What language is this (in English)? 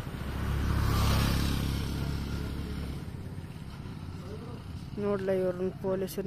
Kannada